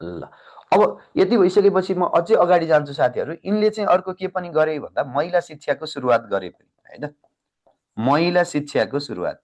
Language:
Nepali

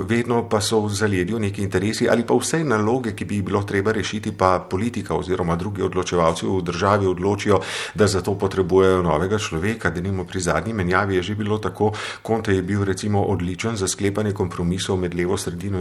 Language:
Slovenian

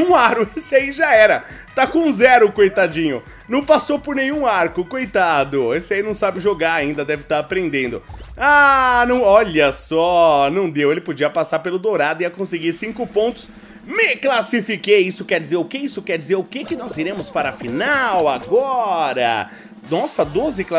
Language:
Portuguese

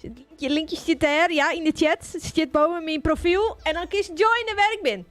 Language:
Western Frisian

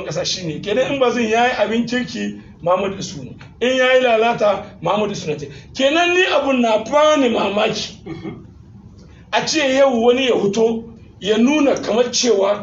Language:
Hausa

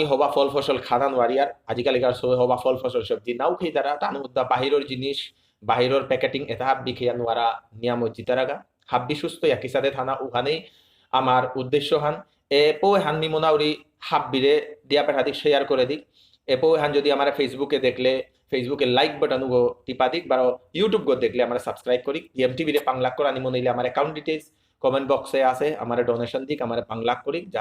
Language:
Bishnupriya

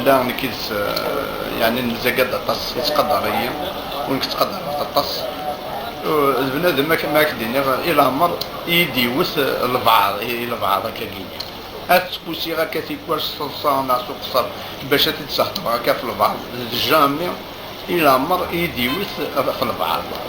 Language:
Kabyle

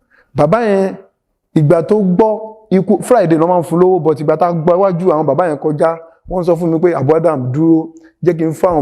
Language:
Yoruba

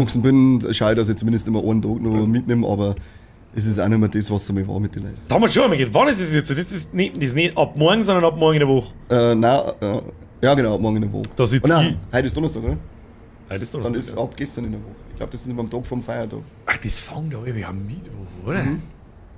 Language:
Bavarian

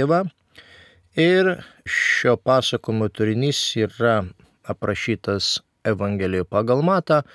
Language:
Lithuanian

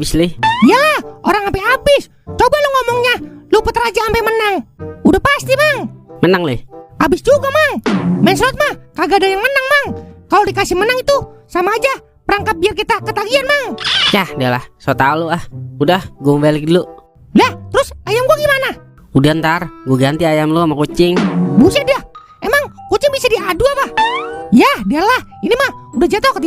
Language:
Betawi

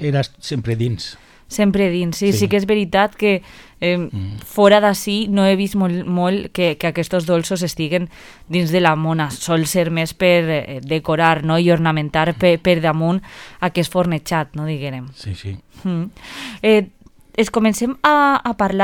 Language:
Catalan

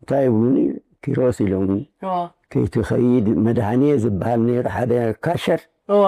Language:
Tigrinya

